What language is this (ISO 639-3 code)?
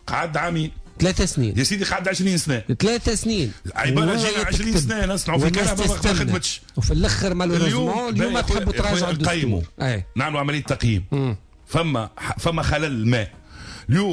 aeb